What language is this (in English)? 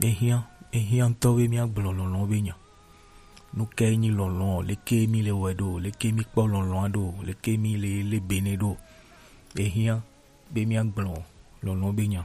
Gen